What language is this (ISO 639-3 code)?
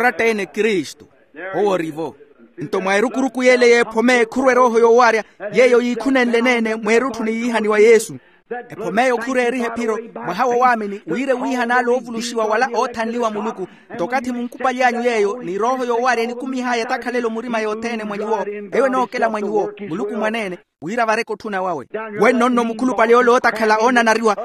vmw